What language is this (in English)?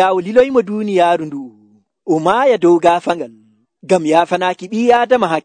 Nigerian Fulfulde